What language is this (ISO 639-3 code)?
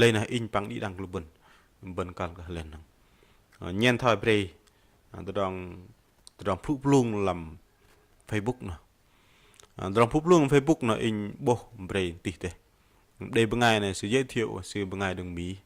bdq